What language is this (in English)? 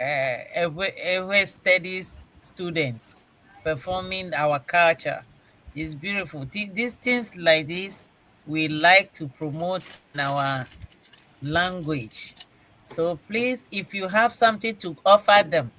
Ewe